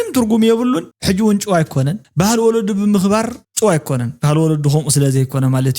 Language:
Tigrinya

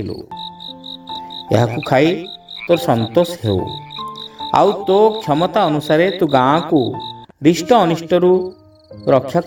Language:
Odia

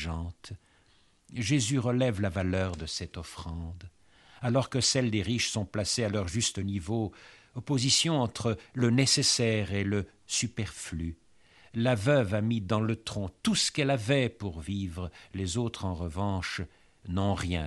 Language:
French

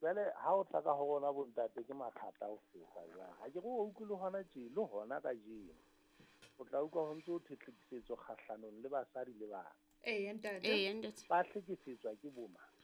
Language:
Southern Sotho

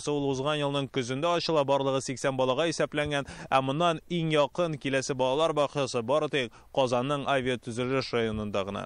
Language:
Tatar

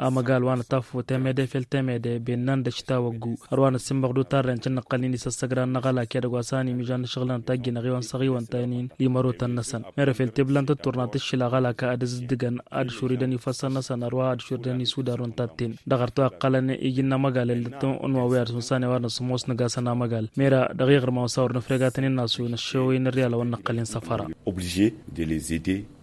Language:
Tamasheq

